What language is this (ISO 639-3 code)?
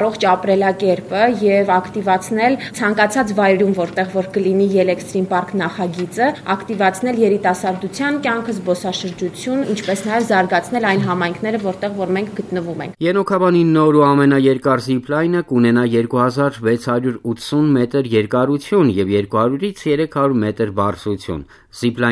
hye